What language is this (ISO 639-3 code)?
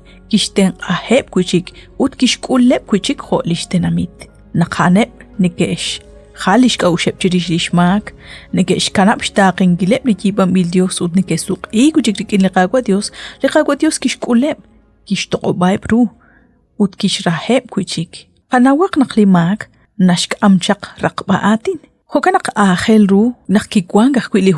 kek